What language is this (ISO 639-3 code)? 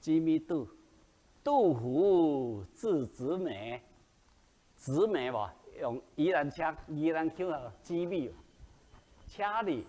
nan